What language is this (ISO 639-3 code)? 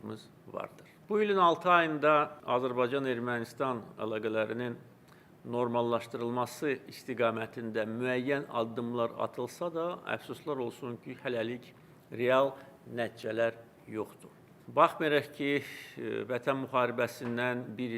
aze